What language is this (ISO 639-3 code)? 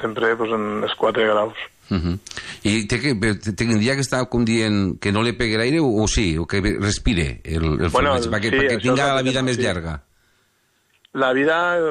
cat